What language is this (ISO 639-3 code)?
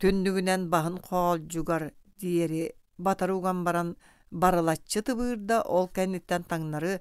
sah